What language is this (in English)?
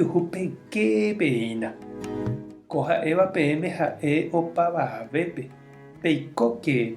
Guarani